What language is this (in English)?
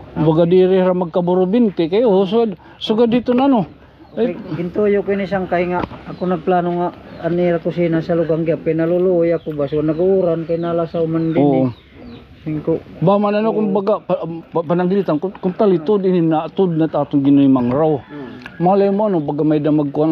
Waray